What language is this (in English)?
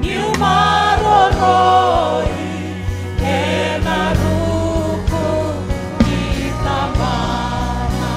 Fijian